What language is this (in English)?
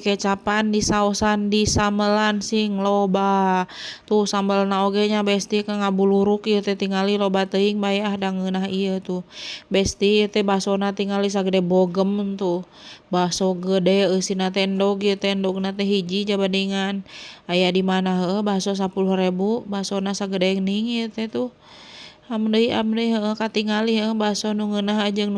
Sundanese